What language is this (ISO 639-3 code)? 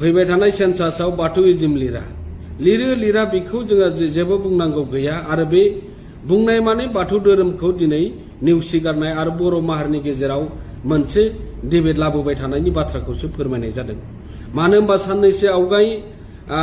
brx